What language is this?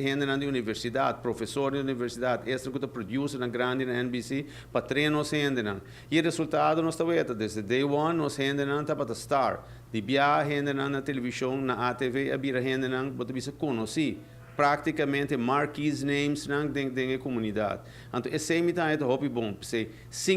Papiamento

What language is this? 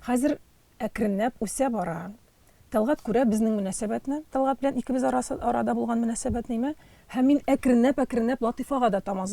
Tatar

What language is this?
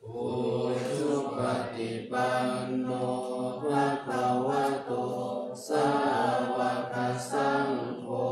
Pali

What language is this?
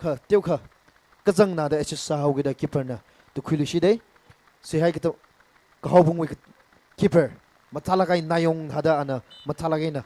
Tangkhul Naga (India)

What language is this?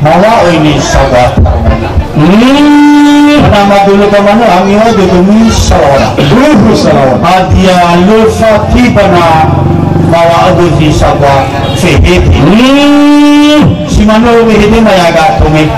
Nias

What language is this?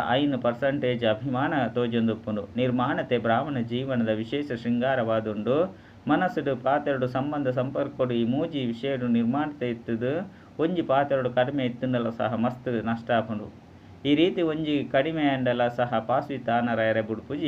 Tulu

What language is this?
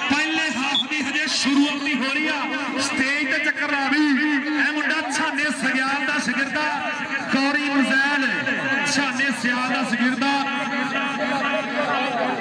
Punjabi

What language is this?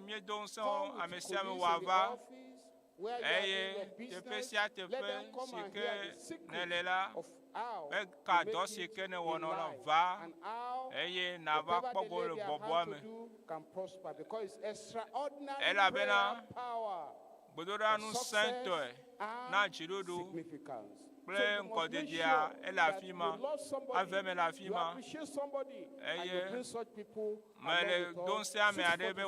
Ewe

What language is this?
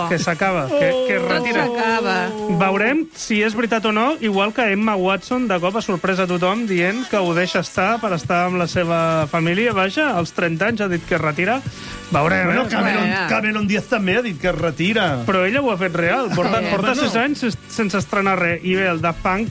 Catalan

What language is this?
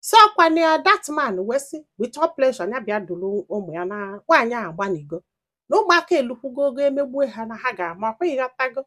Igbo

